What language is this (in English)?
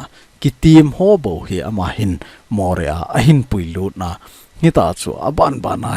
Thado Chin